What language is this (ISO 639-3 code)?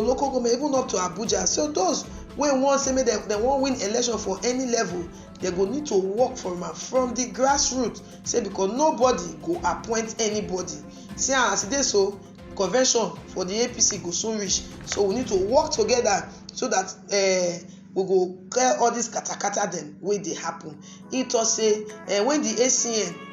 pcm